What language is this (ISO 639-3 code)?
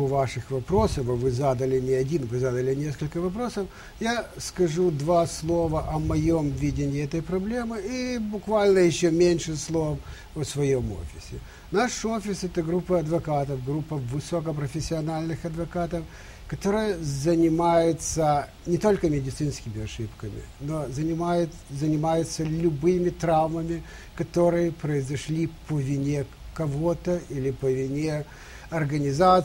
rus